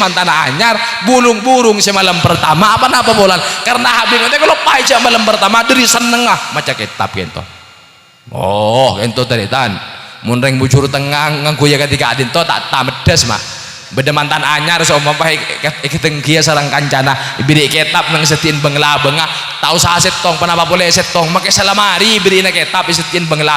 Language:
Madurese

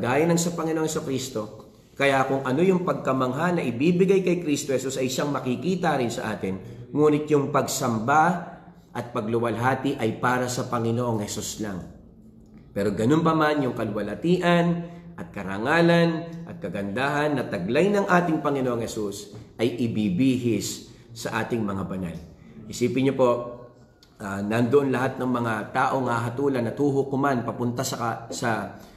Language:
Filipino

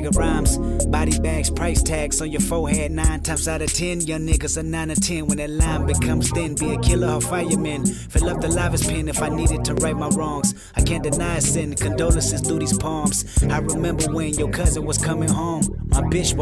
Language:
English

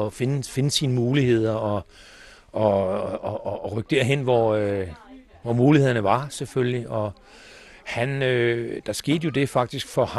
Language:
Danish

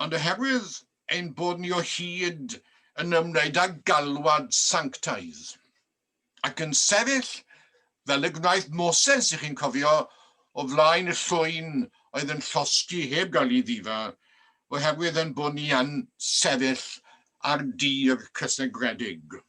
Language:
Welsh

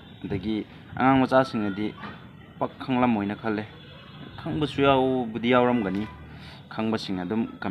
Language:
Manipuri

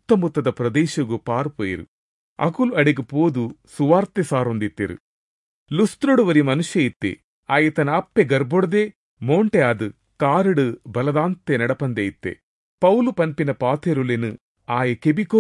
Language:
Tulu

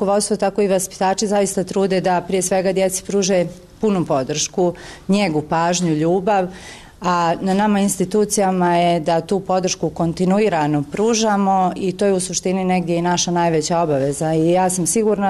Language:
Bosnian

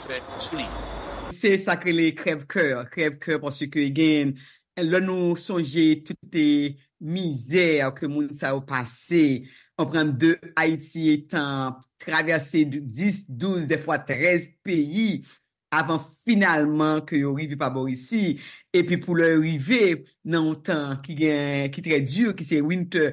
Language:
Haitian Creole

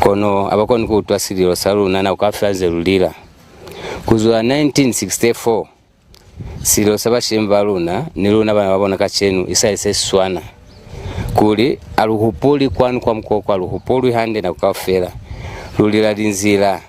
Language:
Lozi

